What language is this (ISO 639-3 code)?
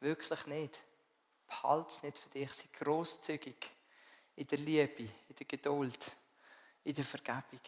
gsw